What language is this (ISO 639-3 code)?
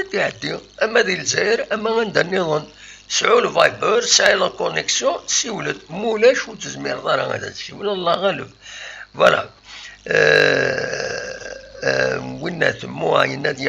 kab